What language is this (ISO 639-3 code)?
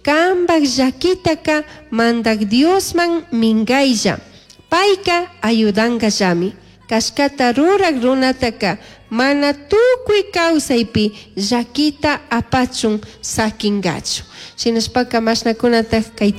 qug